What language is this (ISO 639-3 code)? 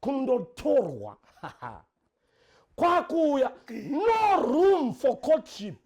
sna